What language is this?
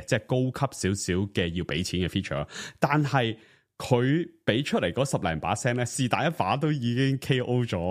Cantonese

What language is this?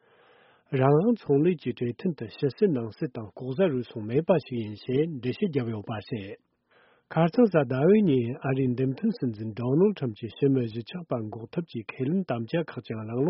Tibetan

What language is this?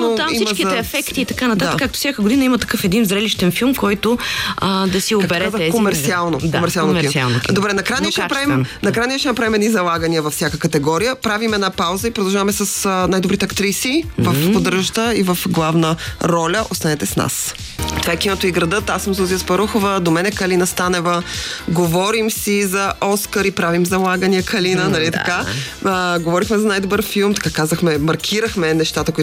Bulgarian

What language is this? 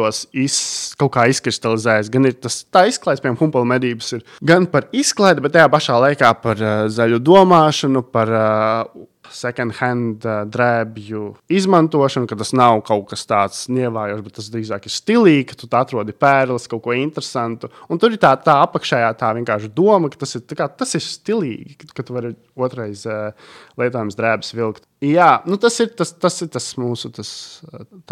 Latvian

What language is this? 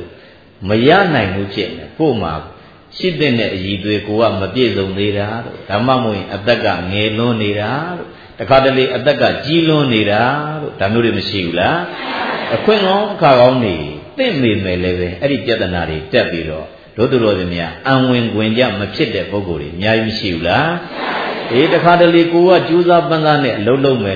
Burmese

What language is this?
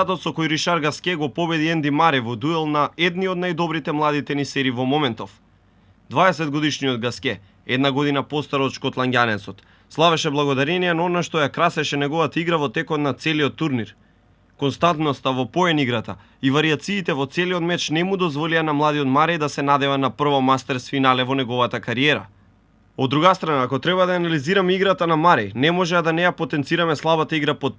Macedonian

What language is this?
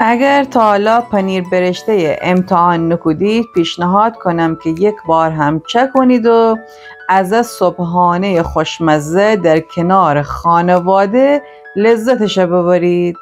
Gilaki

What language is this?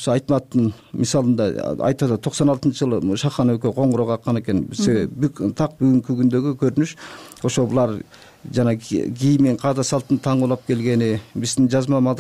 Kyrgyz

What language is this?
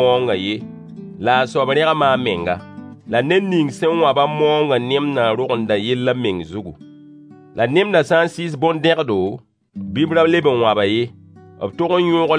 Mossi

